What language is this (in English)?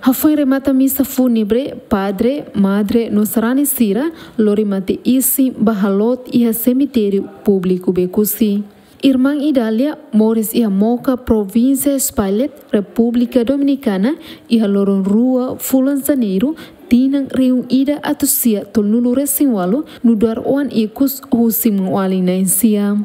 Tetum